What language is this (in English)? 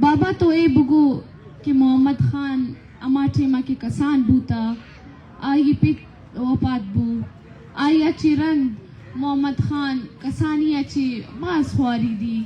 Baluchi